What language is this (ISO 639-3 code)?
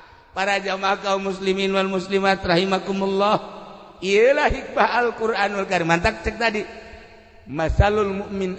sun